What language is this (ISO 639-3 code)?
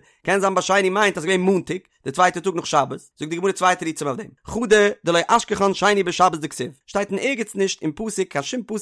yid